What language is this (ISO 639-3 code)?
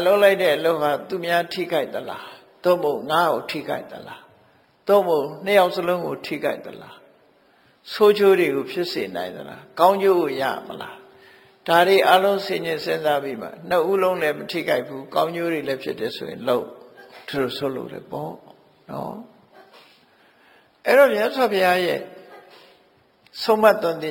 mya